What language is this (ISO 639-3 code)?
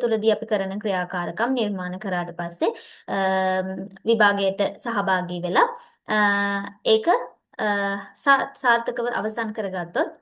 sin